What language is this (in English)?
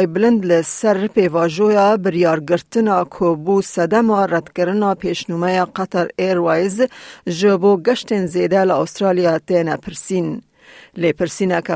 Kurdish